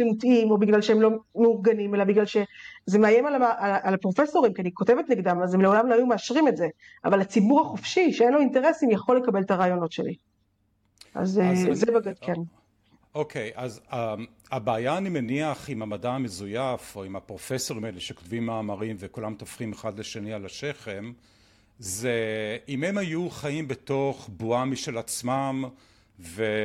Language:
Hebrew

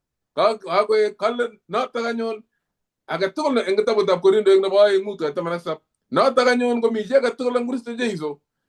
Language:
Kalenjin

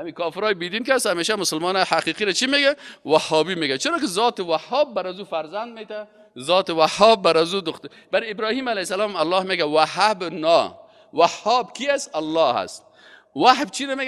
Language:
Persian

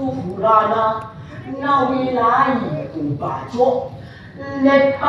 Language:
Buginese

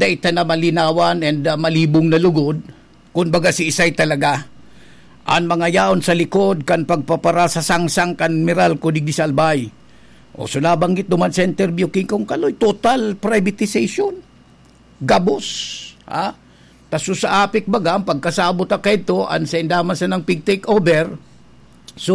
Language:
Bikol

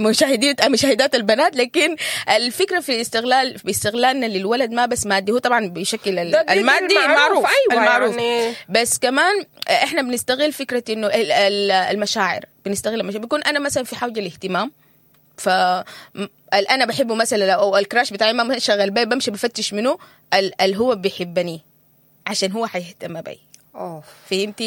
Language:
Sudanese Arabic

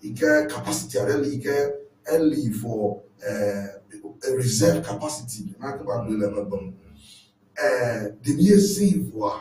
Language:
Ewe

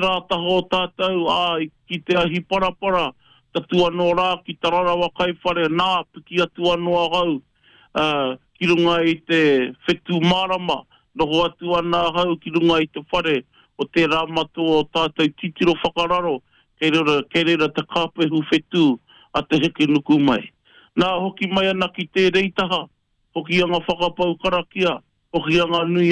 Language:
Māori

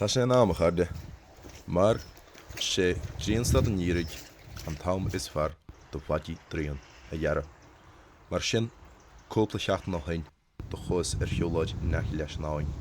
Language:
Irish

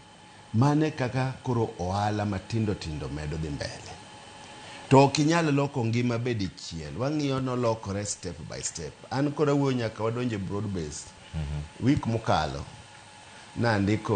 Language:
Luo (Kenya and Tanzania)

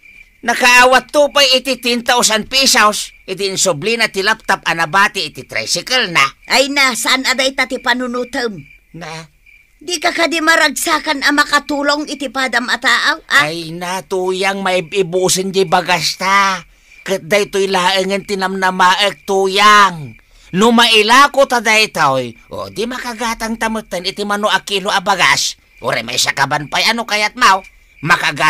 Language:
Iloko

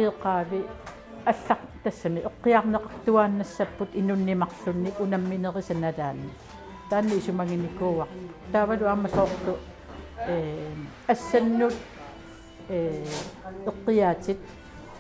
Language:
Kalaallisut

